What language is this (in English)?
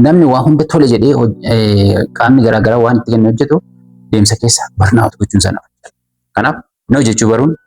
Oromo